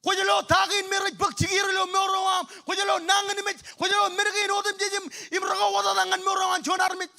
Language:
Marshallese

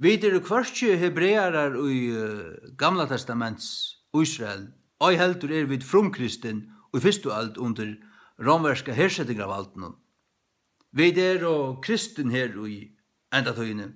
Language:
Faroese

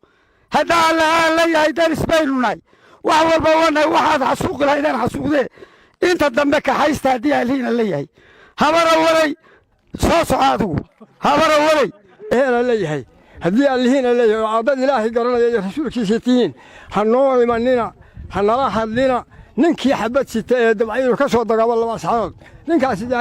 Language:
Somali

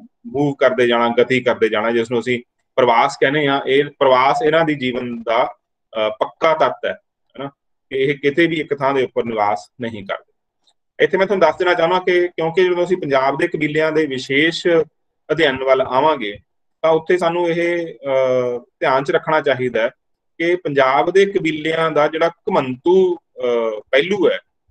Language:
Punjabi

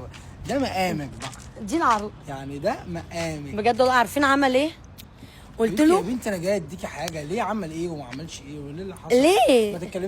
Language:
Egyptian Arabic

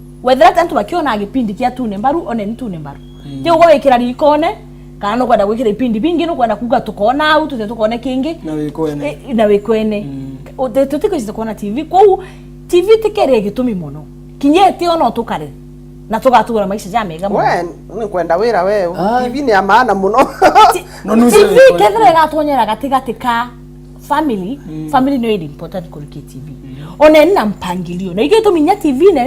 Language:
Meru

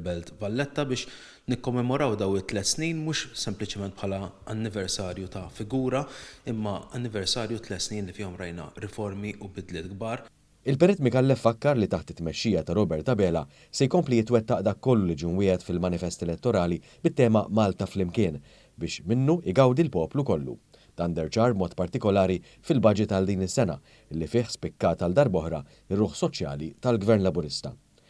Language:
Maltese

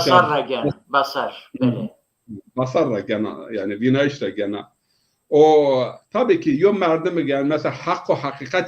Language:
Zaza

